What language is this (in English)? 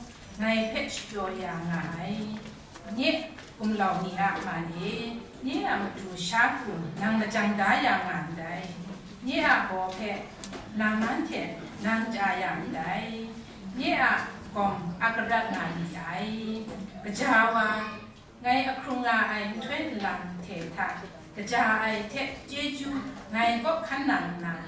Kachin